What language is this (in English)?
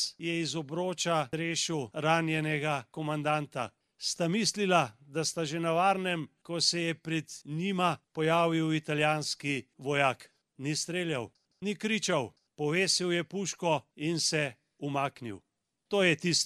Slovenian